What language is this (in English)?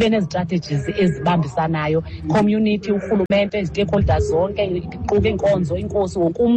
Xhosa